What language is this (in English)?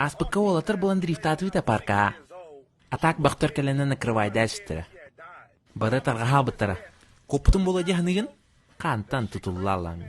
Yakut